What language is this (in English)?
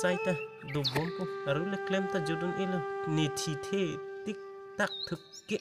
Karbi